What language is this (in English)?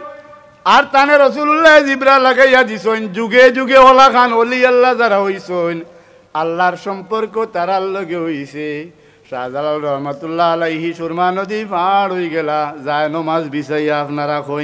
Sylheti